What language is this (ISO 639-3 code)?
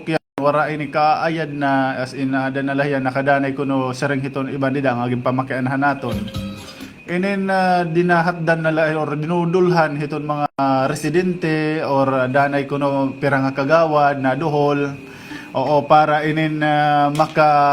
war